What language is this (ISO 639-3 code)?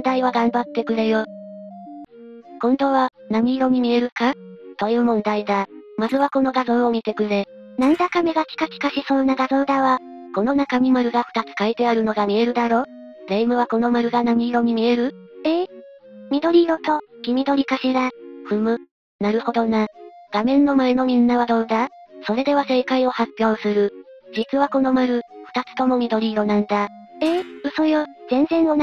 jpn